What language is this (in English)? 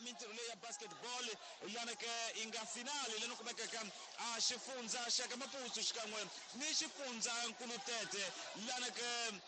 Tsonga